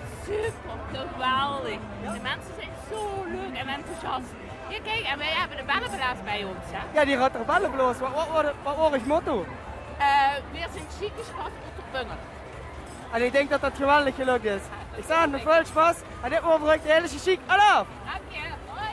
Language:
Limburgish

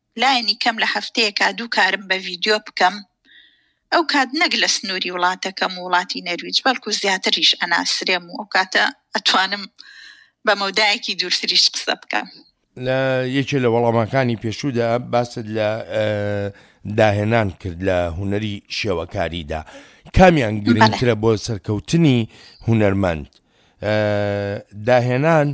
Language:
Central Kurdish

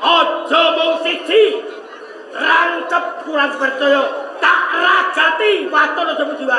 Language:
Javanese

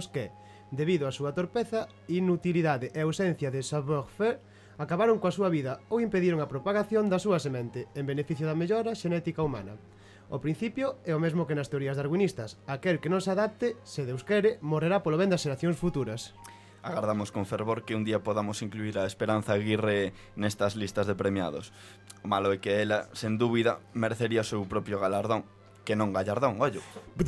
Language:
Galician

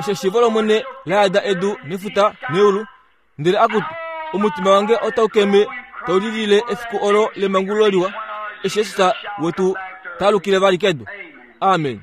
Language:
Kuanyama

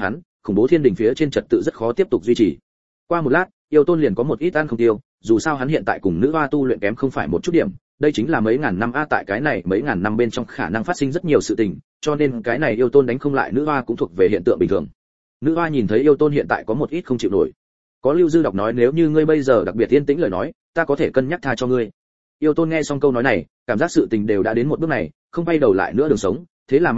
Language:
Vietnamese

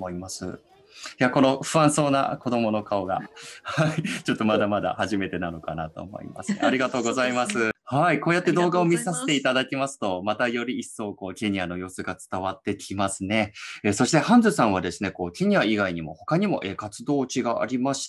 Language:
Japanese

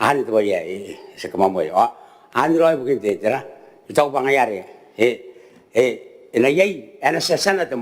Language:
Gilbertese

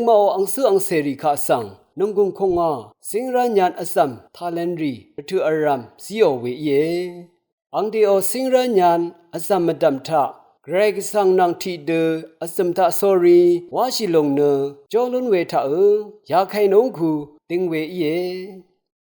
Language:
Rawang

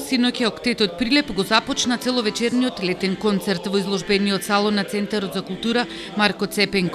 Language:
Macedonian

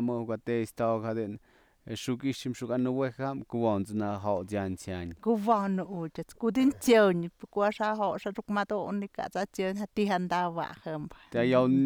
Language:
Slovenian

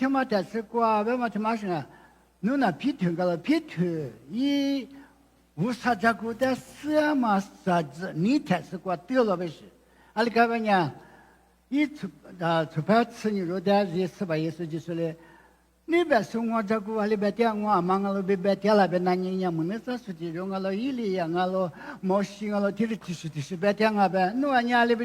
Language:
Lisu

